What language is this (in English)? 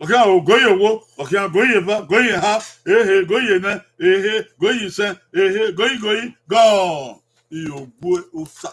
Bini